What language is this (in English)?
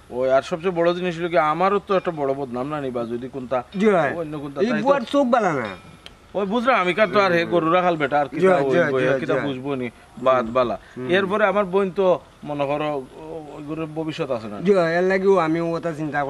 Sylheti